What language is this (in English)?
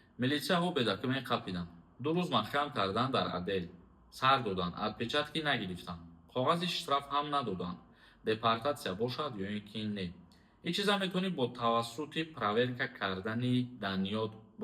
Tajik